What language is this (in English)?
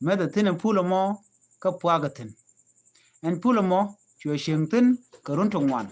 Nuer